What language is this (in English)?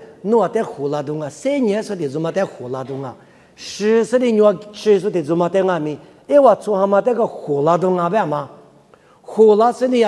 Lisu